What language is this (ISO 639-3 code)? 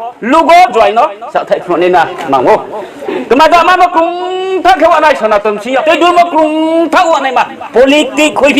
ria